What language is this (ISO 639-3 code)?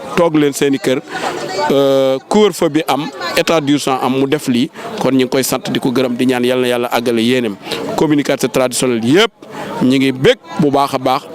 wol